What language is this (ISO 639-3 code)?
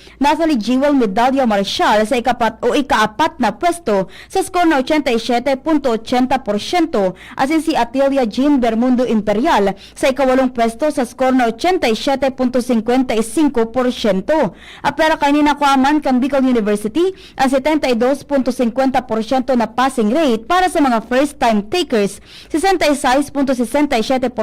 bik